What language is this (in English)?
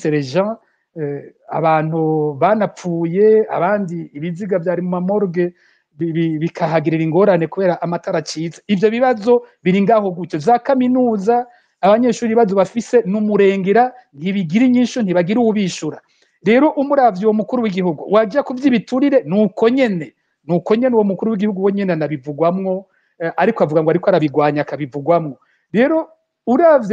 Rundi